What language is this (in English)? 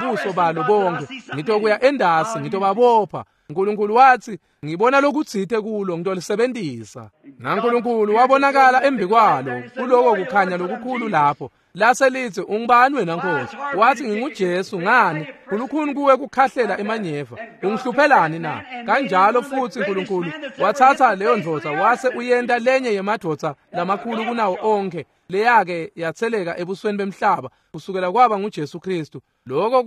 Swati